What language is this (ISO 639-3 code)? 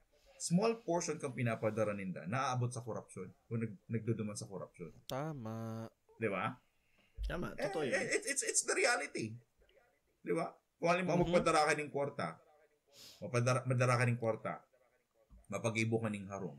bik